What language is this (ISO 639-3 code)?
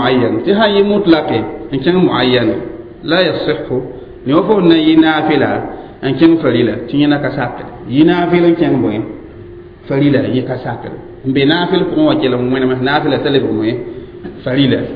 mos